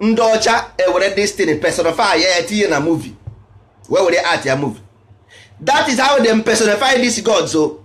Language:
Igbo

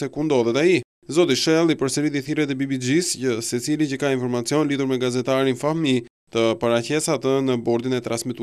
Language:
Albanian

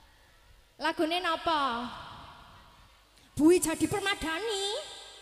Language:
Indonesian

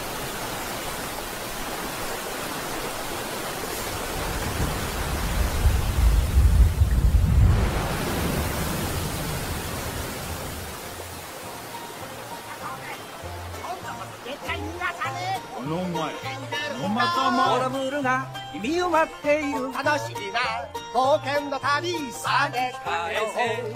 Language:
Japanese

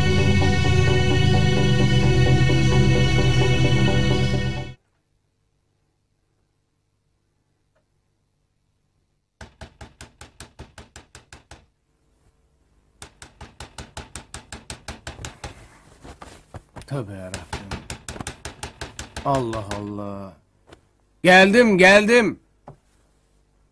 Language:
Turkish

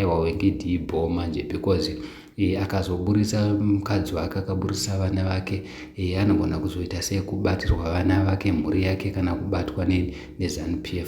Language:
Shona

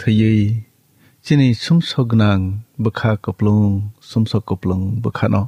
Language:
Kok Borok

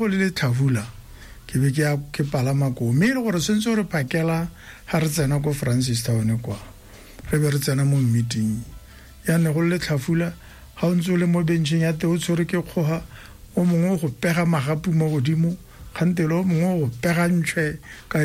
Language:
Tswana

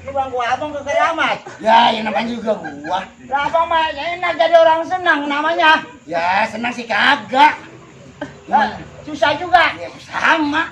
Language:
Betawi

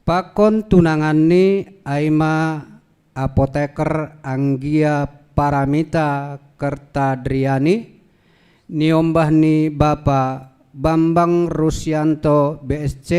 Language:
Batak Simalungun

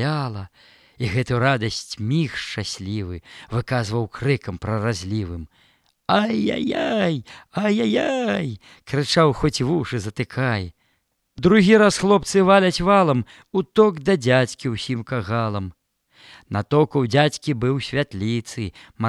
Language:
Belarusian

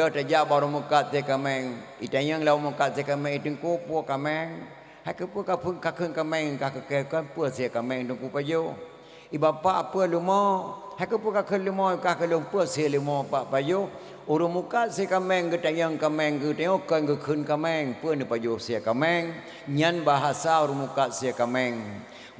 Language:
Achinese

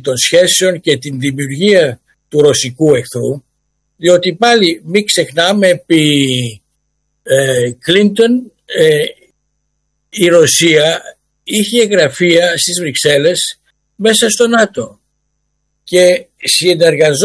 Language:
Greek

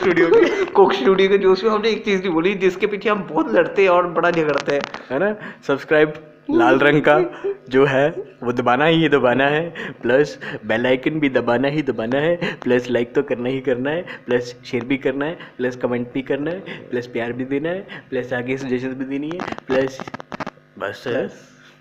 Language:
Hindi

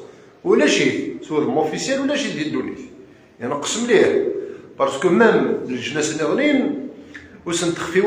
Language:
Kabyle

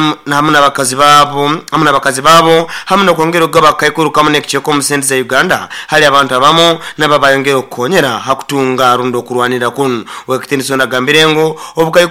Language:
Nyoro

